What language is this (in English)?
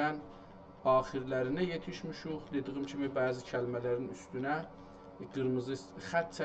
South Azerbaijani